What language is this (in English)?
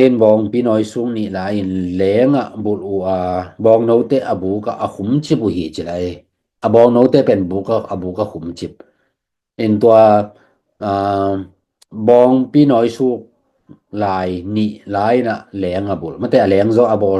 Tedim Chin